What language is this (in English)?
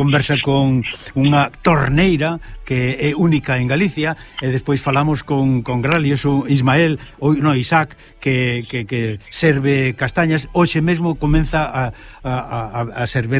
Galician